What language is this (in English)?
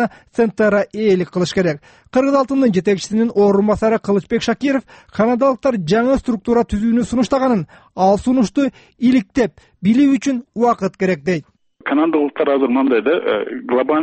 Kyrgyz